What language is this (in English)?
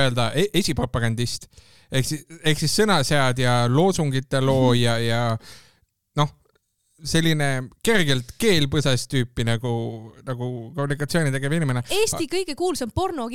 Estonian